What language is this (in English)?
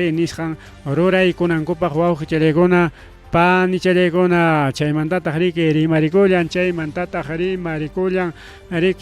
Ayacucho Quechua